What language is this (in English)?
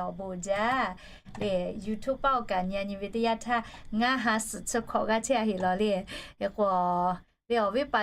Lahu